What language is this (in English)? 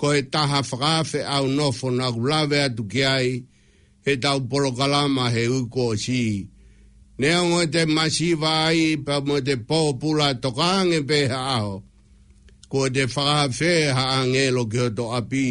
Tongan